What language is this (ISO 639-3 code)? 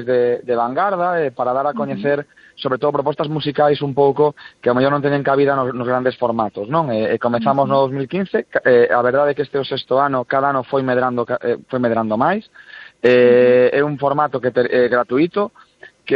glg